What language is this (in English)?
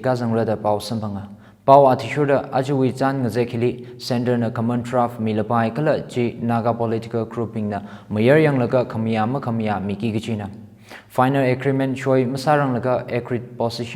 Tangkhul Naga (India)